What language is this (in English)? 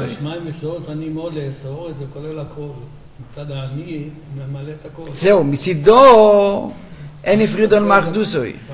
Hebrew